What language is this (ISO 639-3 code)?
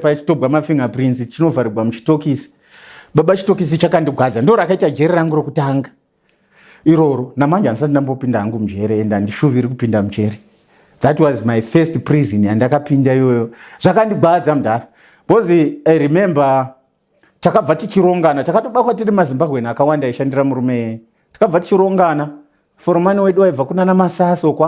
sna